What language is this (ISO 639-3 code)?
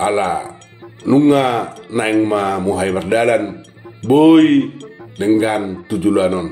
bbc